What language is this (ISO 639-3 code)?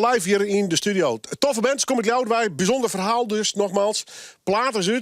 fry